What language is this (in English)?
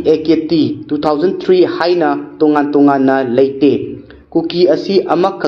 Manipuri